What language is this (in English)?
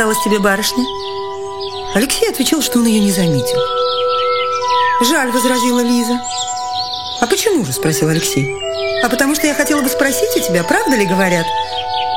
Russian